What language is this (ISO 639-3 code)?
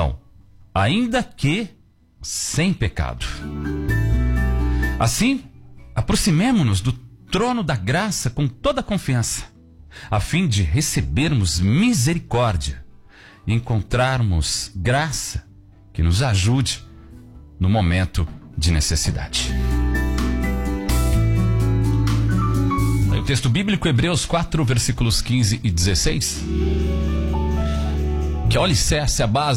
por